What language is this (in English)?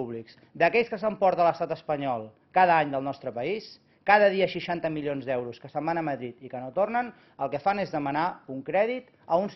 Catalan